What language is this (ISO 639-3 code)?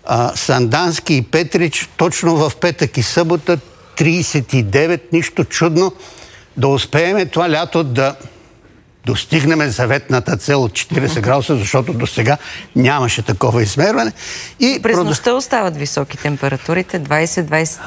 bul